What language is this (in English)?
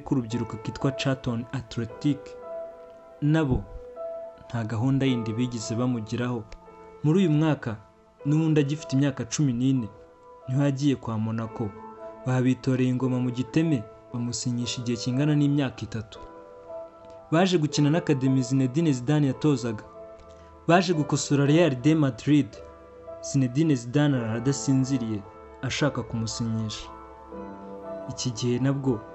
Kinyarwanda